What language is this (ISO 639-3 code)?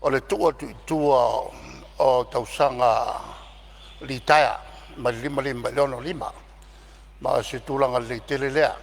smo